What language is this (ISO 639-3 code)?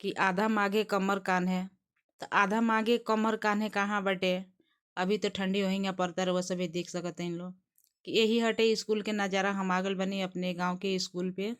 bho